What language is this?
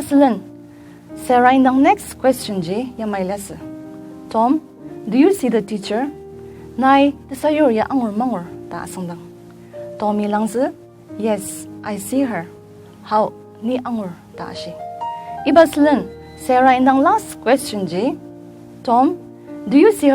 Ao Naga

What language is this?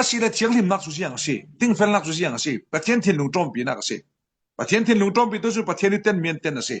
Falam Chin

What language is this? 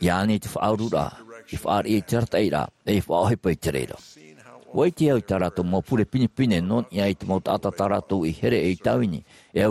Tahitian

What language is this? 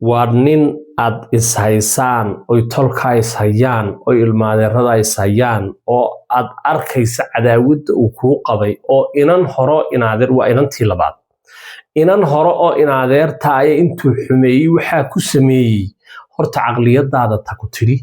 Somali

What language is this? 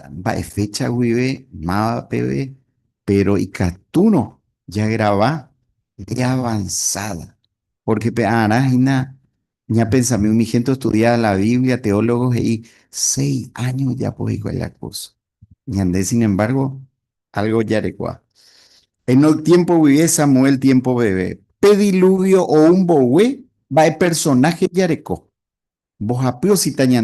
Guarani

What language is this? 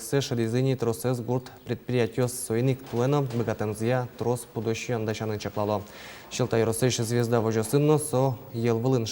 Udmurt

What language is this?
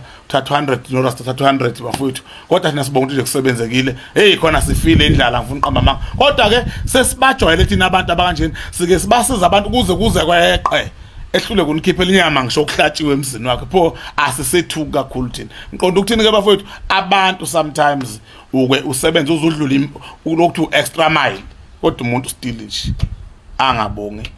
Zulu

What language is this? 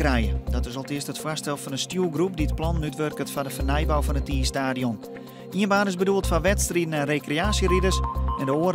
Western Frisian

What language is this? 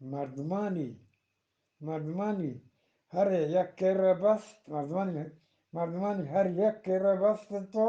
Eastern Balochi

